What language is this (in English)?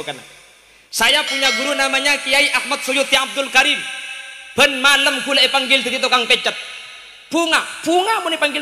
Madurese